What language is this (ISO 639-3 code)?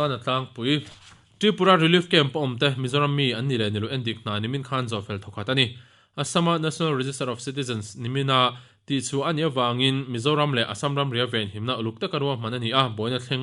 lus